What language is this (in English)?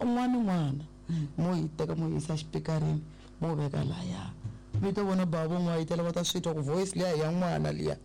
Tsonga